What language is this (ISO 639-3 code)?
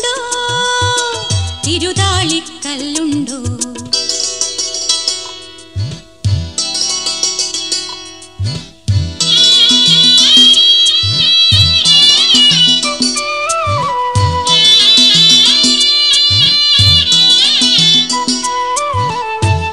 mal